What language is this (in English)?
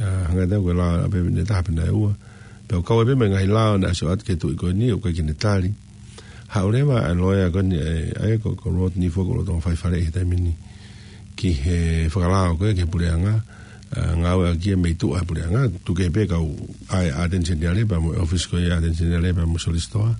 Tongan